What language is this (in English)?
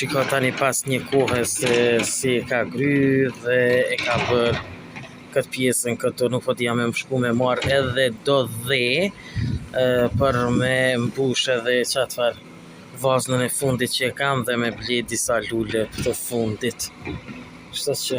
Albanian